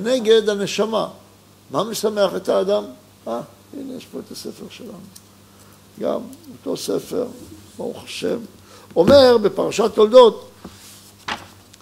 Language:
Hebrew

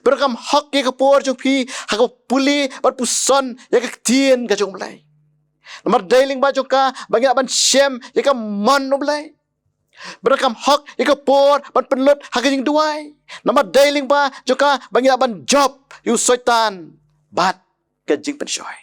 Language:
Khasi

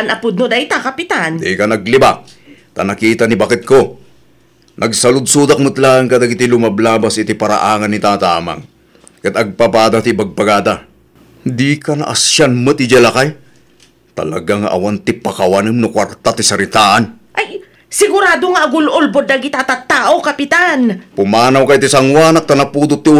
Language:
Iloko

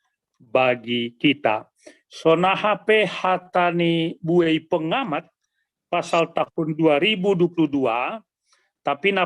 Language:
Batak Simalungun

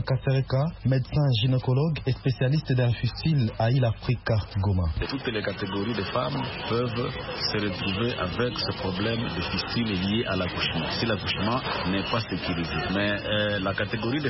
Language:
French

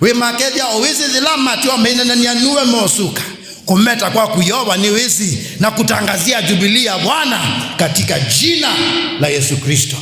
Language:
Kamba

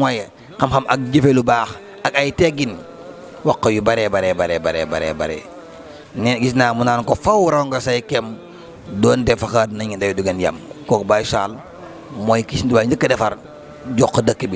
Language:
Wolof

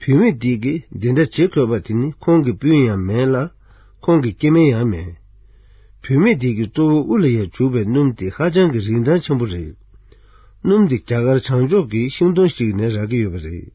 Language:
Tibetan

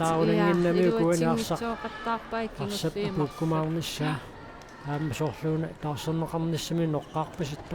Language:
Kalaallisut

